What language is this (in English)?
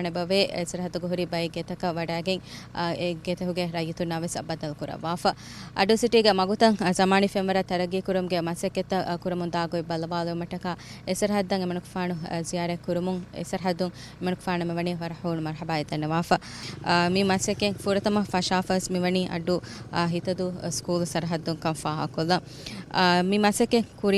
Divehi